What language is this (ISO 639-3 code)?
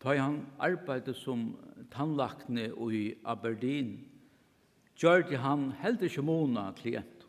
fao